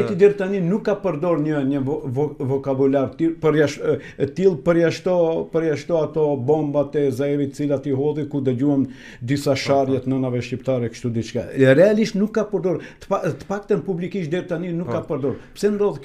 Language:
Albanian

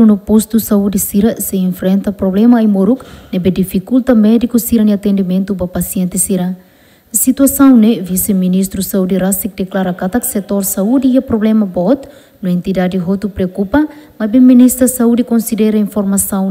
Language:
Tetum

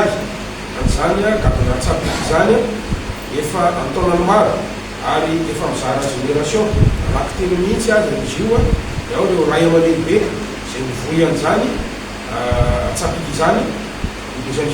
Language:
Malagasy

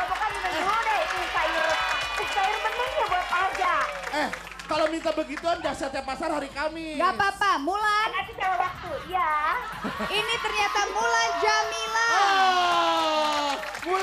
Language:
Betawi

